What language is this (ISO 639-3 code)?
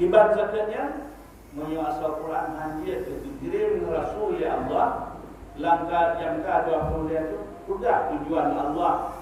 ace